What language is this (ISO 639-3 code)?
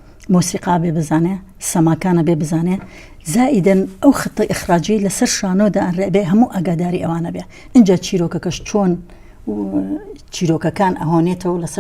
ckb